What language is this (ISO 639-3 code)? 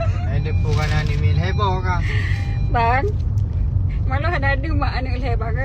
ace